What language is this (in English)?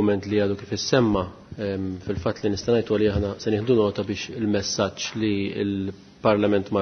Maltese